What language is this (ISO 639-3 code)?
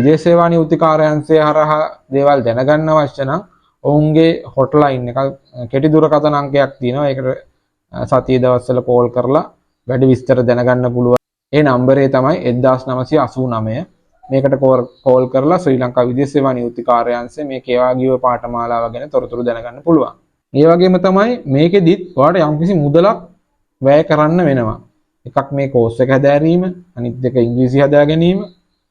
sin